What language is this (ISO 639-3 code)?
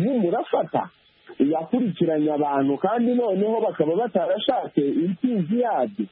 kin